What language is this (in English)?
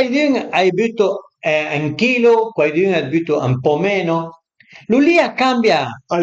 Piedmontese